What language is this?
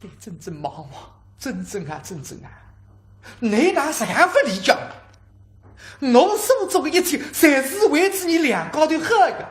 Wu Chinese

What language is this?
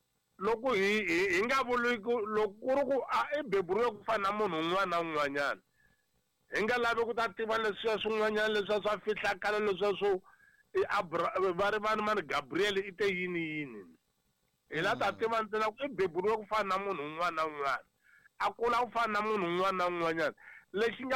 Tsonga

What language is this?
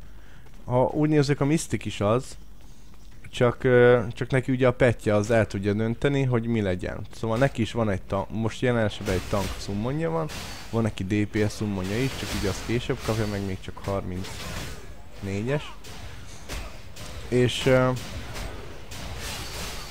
Hungarian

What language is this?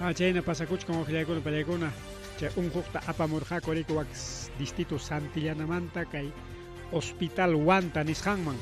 Ayacucho Quechua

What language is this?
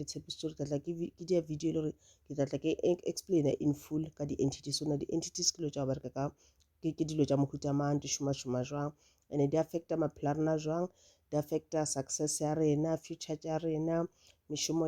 Northern Sotho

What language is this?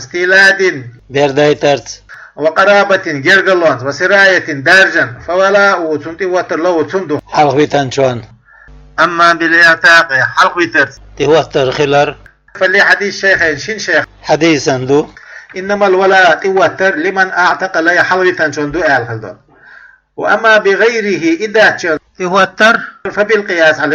Chechen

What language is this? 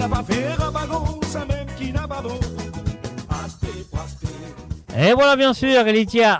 Morisyen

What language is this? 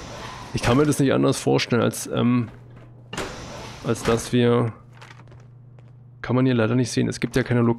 German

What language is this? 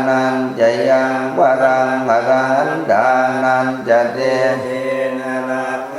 Pali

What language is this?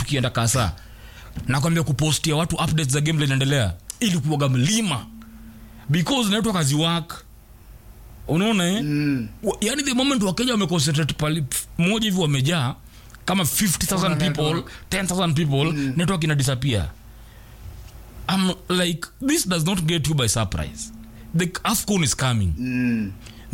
Swahili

